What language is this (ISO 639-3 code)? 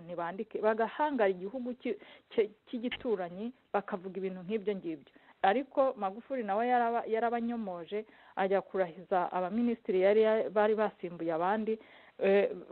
kin